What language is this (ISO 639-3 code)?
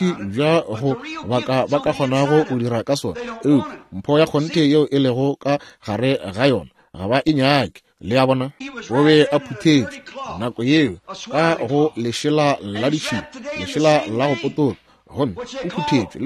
nso